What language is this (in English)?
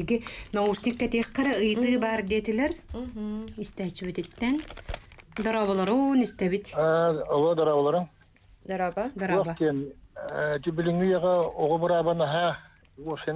Yakut